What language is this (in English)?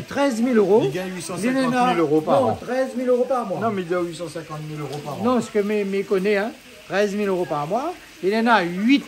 Réunion Creole French